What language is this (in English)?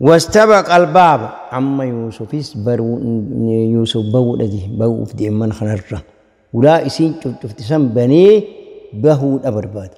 Oromo